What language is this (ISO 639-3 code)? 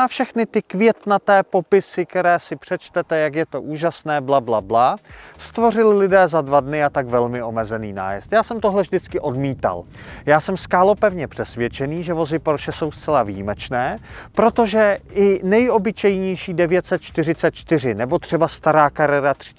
ces